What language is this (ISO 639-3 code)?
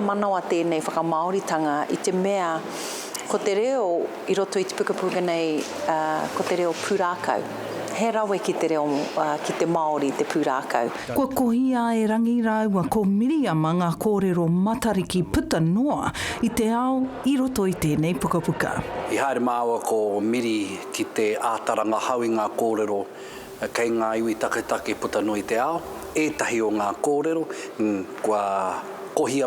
mri